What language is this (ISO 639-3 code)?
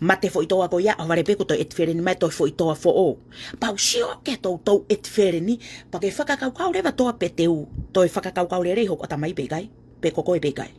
ton